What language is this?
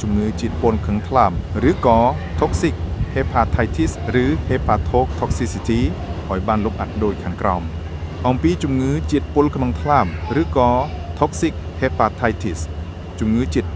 Khmer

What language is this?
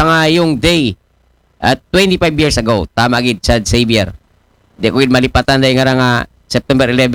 Aklanon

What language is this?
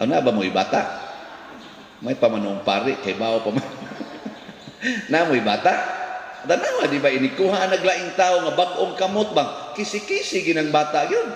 Cebuano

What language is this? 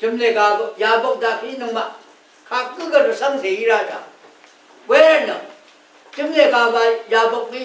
Rawang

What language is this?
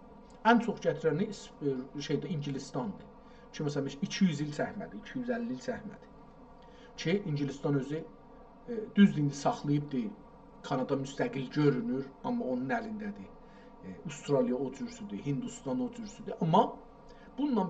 South Azerbaijani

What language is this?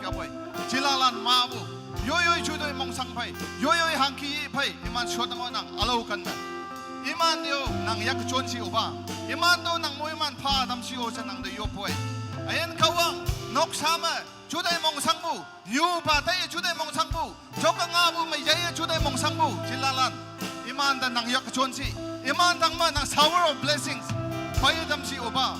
Naga Pidgin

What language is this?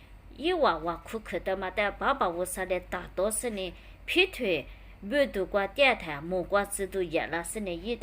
Lisu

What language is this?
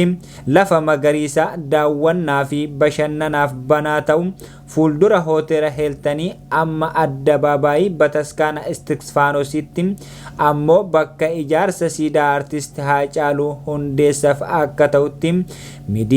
Oromo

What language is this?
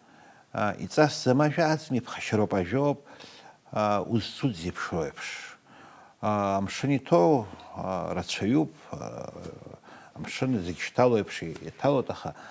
Abkhazian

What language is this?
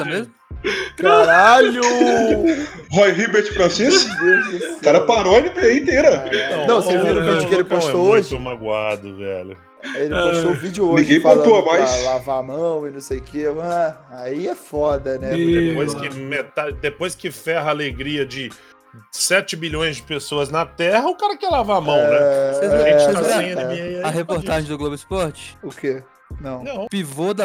Portuguese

